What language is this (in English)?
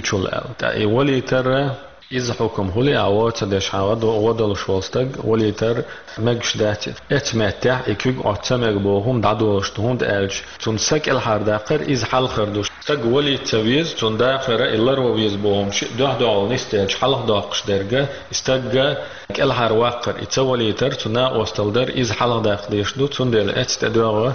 Chechen